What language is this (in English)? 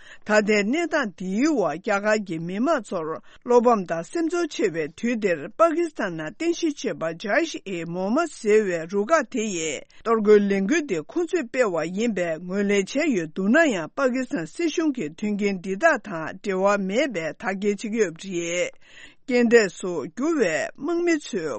Tibetan